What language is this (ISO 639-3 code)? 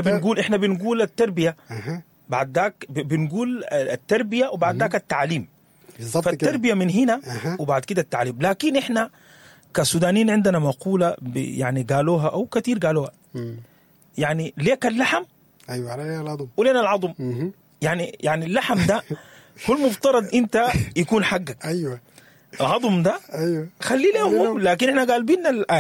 apd